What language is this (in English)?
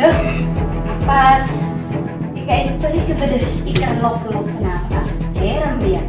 Madurese